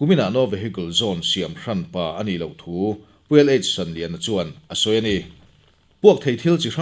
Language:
Mizo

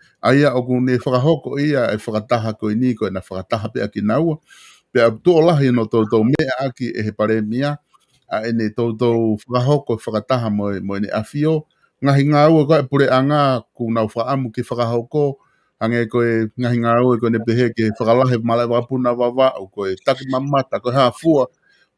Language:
Tongan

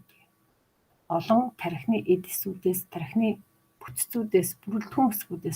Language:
Mongolian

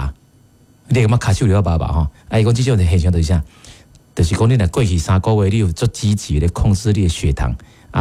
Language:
Min Nan Chinese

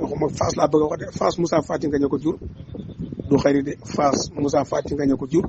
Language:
Wolof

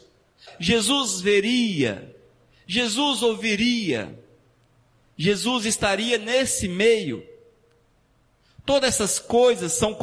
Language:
Portuguese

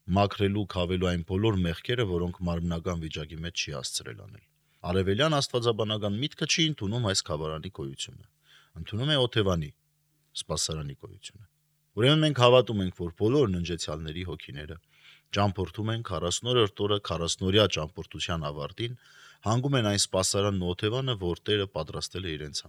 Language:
Armenian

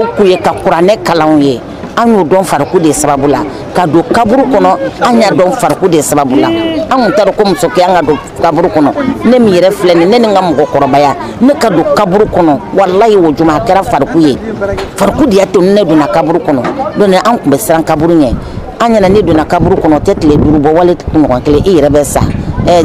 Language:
Bambara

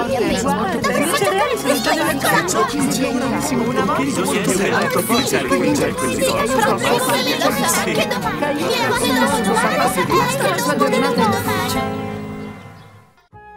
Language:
Italian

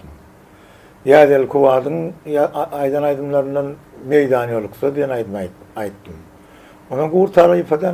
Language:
Turkmen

